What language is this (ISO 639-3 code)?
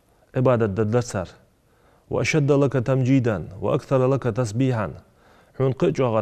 inh